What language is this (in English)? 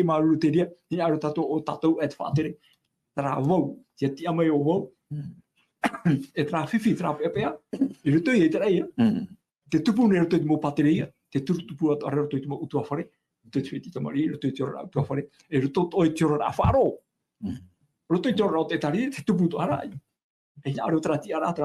Tahitian